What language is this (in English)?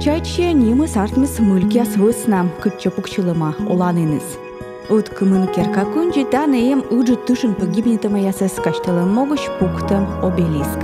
Komi